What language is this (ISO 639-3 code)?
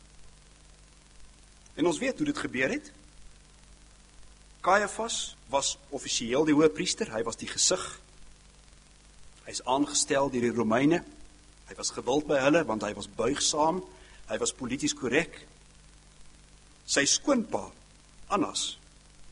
afr